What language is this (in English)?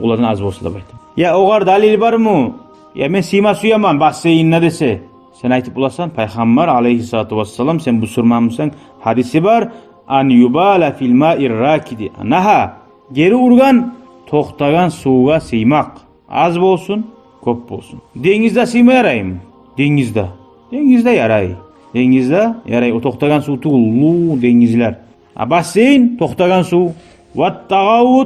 Kumyk